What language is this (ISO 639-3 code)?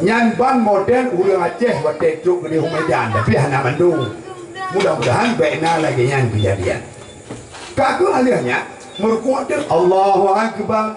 ace